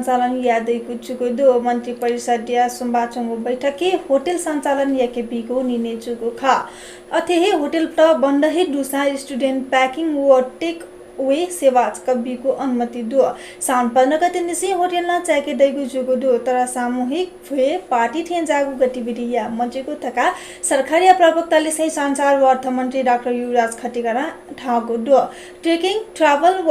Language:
Newari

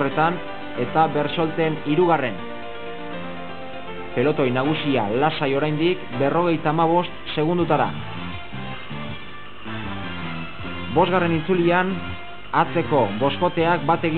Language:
Basque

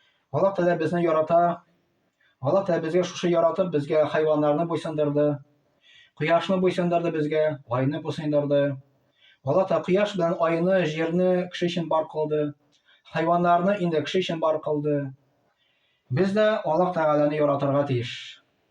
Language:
Tatar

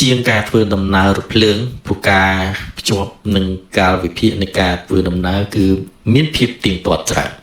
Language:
Khmer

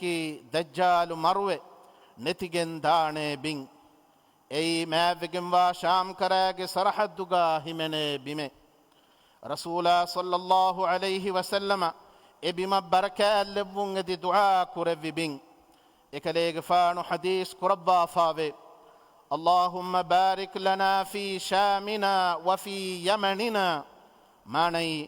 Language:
Divehi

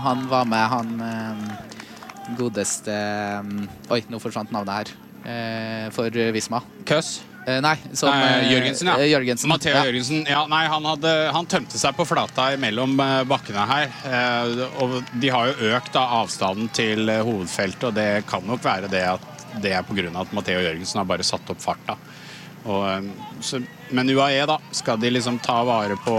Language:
Norwegian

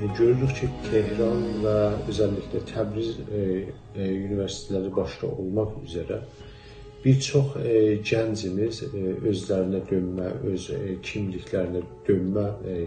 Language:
South Azerbaijani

